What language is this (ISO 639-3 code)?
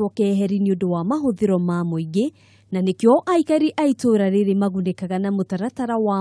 kik